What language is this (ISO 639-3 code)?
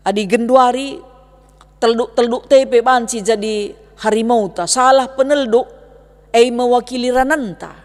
btx